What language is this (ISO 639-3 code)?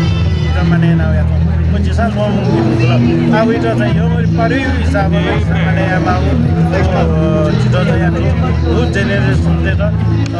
new